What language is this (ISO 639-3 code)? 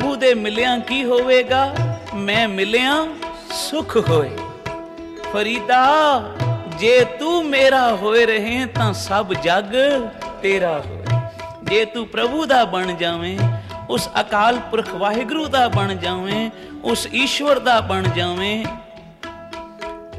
pan